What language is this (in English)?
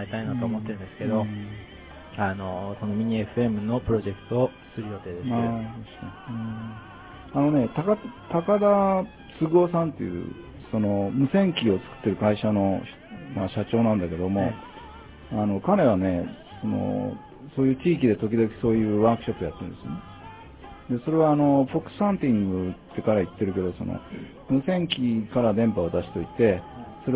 Japanese